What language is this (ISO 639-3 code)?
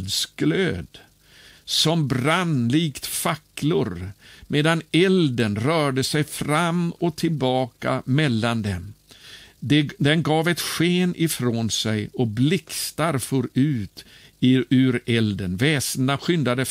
swe